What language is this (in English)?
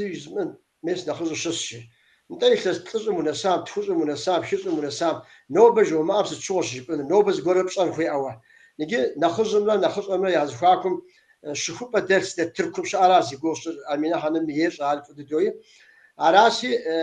Kabardian